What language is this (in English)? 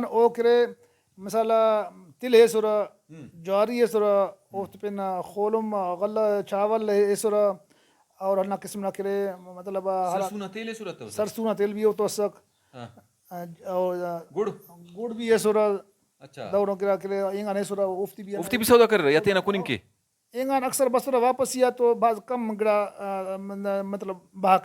Brahui